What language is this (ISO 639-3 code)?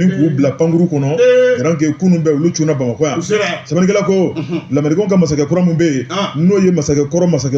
bam